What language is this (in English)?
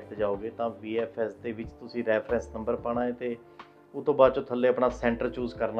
Punjabi